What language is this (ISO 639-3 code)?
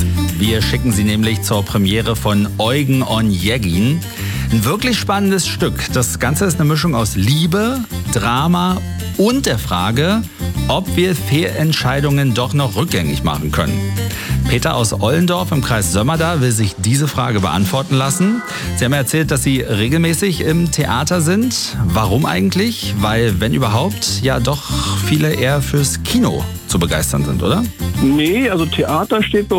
deu